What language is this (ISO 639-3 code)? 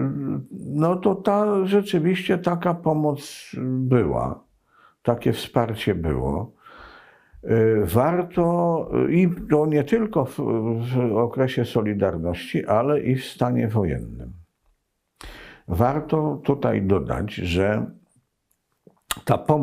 pol